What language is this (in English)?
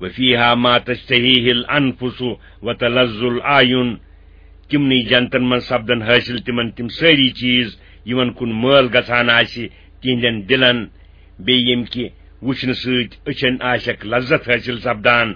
Kashmiri